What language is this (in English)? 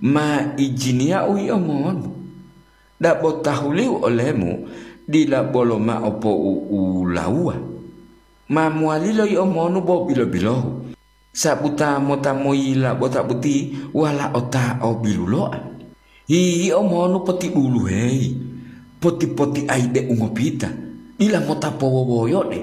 Gorontalo